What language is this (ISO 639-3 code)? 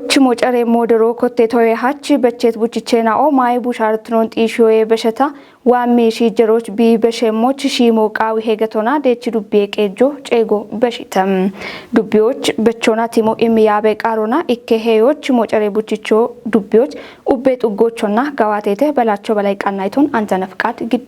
kbr